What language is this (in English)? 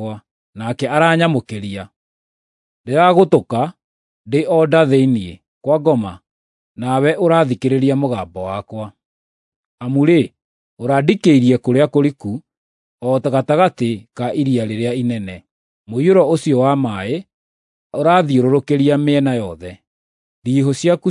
Kikuyu